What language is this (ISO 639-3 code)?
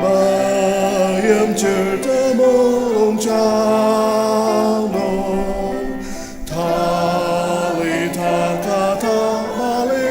njo